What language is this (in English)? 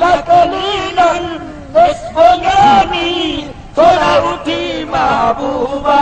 Saraiki